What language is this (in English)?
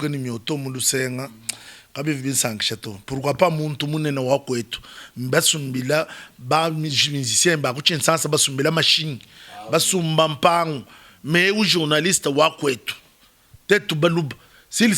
Luba-Lulua